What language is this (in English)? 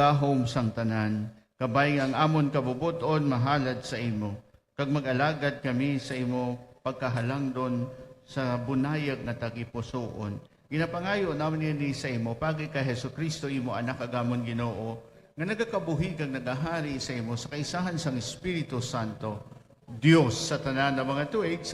Hiligaynon